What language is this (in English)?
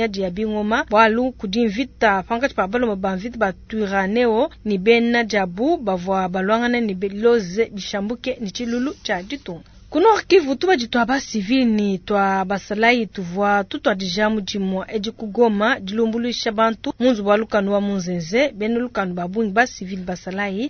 Luba-Lulua